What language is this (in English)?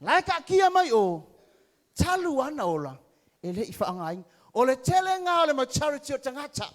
Samoan